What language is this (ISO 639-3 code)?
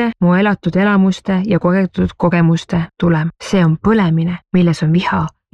est